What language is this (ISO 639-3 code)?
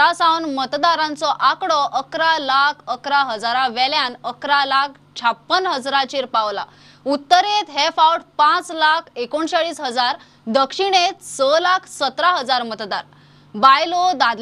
kok